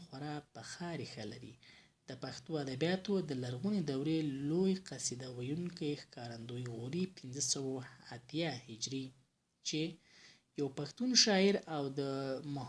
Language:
Pashto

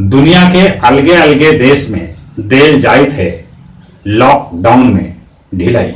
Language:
Magahi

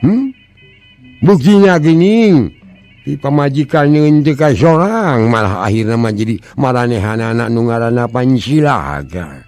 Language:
Sundanese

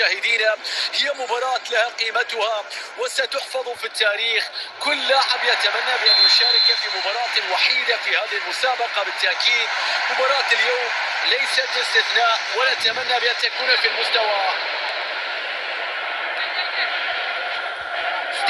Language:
Arabic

